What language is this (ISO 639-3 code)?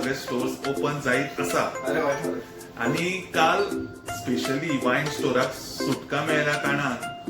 kok